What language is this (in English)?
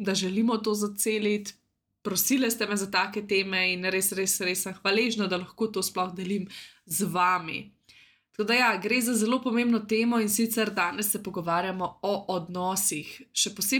Slovenian